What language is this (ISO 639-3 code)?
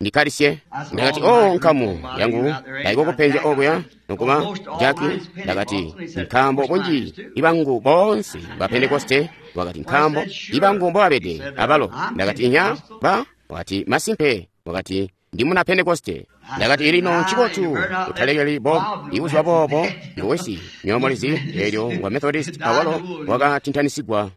toi